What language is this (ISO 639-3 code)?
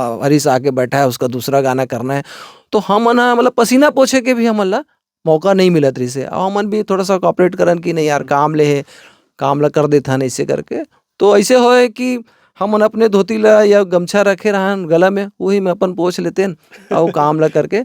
hne